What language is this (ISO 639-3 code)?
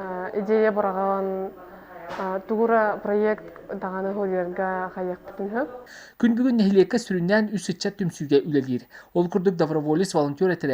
sah